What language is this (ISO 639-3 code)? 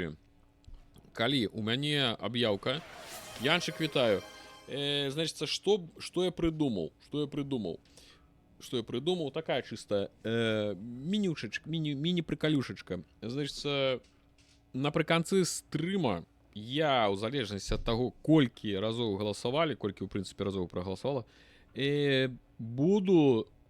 bel